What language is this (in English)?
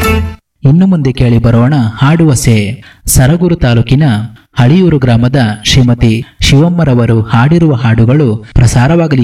Kannada